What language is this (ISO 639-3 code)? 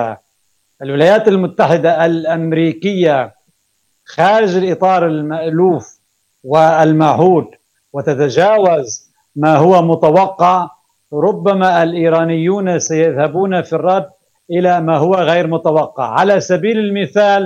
ara